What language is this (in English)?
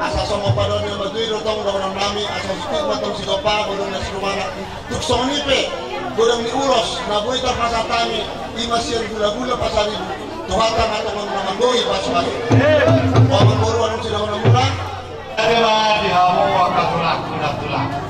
Batak Toba